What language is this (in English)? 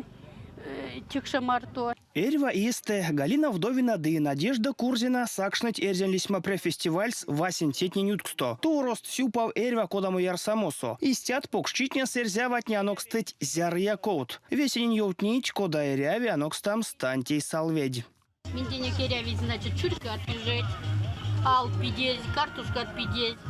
Erzya